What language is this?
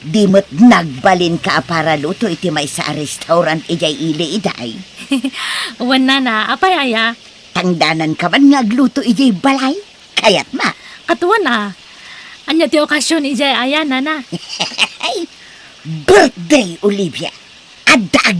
Iloko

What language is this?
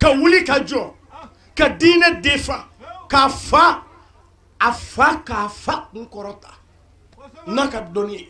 Bambara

